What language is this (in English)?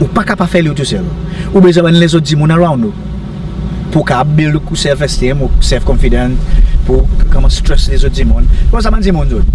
Seselwa Creole French